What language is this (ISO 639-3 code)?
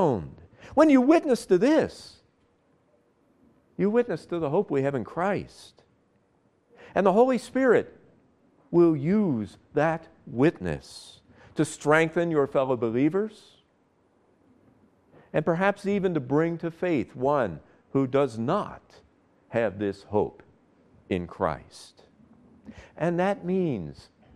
eng